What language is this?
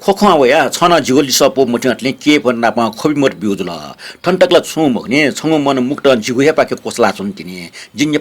Newari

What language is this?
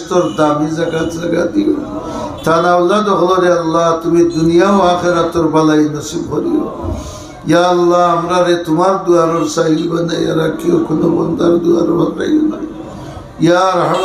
Sylheti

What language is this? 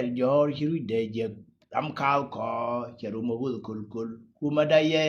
Nuer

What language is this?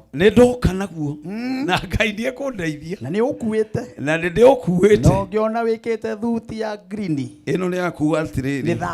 Kikuyu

